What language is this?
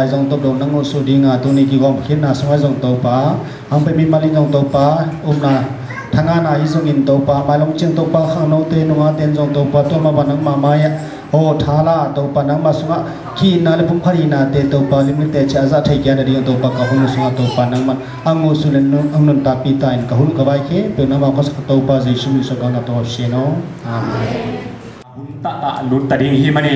Tedim Chin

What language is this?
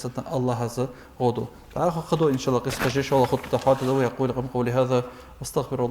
Ingush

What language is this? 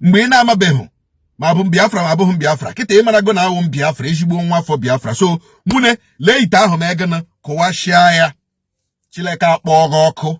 Igbo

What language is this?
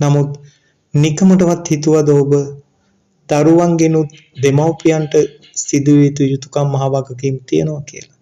Sinhala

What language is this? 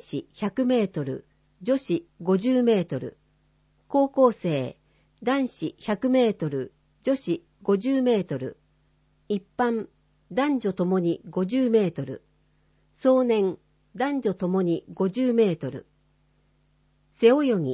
Japanese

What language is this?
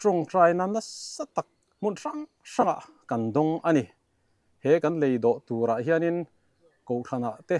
Mizo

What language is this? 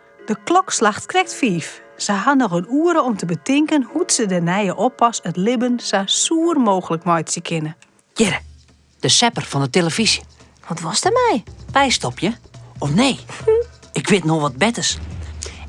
Western Frisian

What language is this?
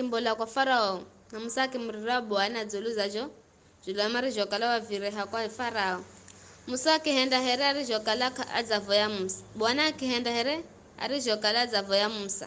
Giryama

